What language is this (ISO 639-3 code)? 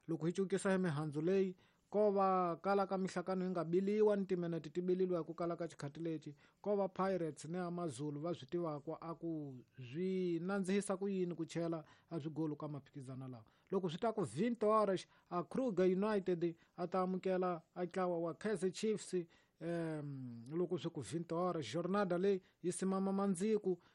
tso